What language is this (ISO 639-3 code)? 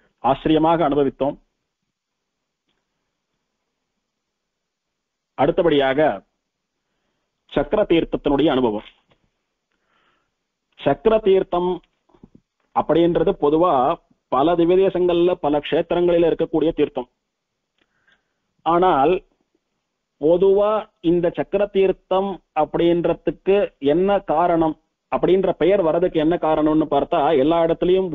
tam